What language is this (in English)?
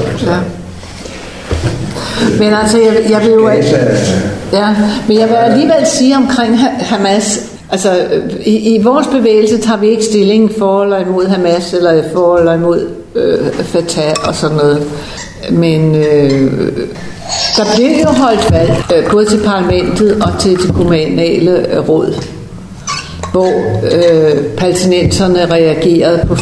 Danish